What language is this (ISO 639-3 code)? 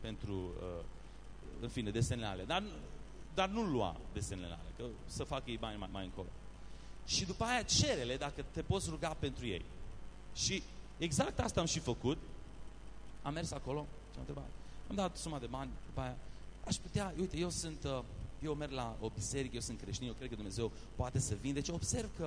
ron